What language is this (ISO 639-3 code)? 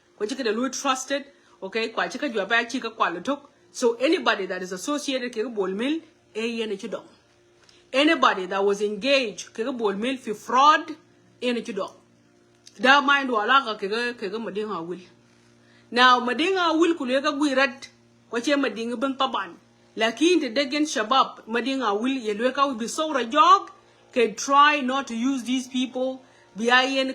nus